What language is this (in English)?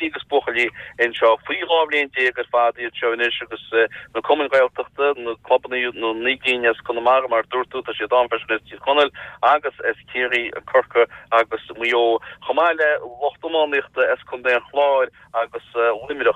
Irish